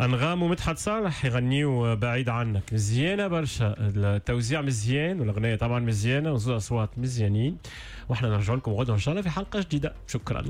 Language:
Tunisian Arabic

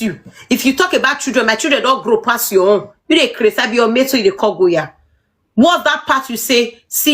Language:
Nigerian Pidgin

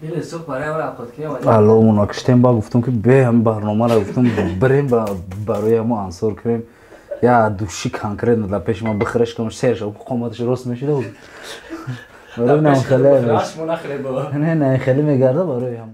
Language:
Tajik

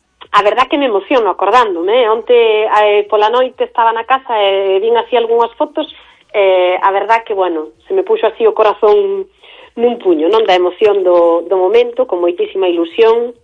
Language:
Galician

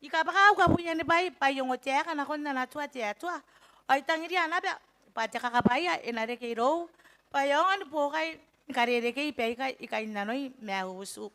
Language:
Gilbertese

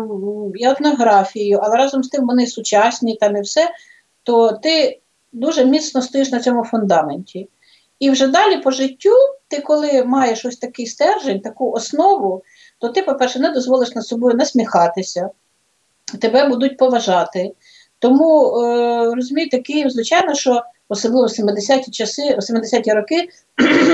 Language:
Ukrainian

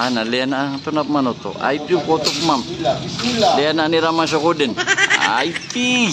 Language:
Maranao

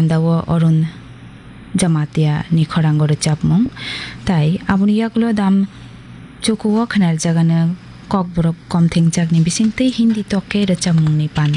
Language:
Kok Borok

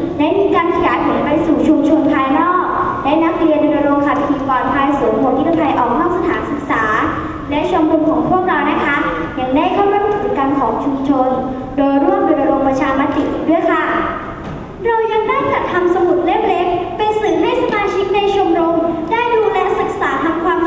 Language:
Thai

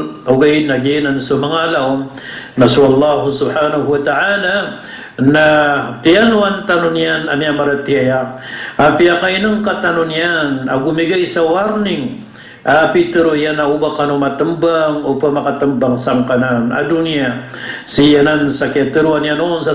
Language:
Maranao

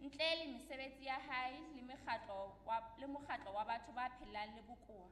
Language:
Southern Sotho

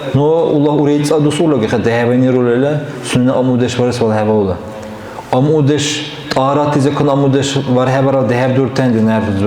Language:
Dargwa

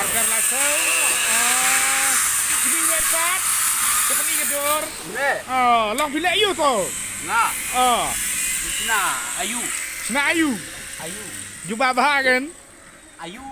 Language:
Khasi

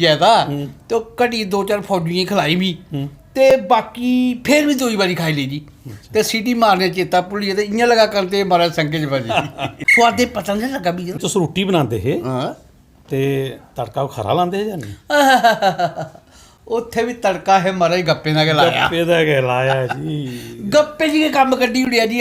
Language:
Dogri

